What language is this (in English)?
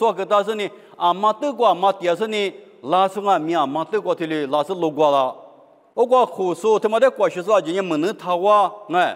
Lisu